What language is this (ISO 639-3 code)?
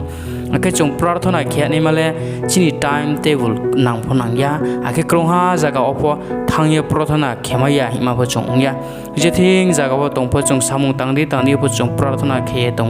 ria